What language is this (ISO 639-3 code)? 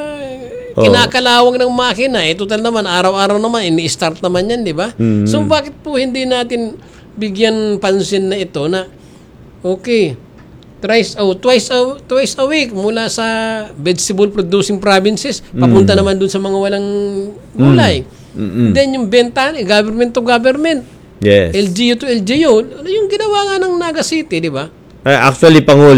fil